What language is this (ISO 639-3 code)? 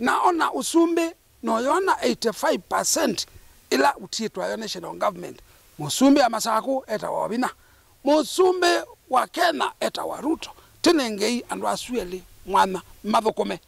kam